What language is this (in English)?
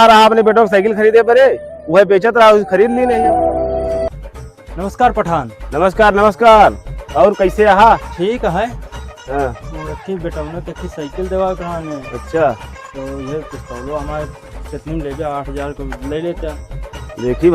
Awadhi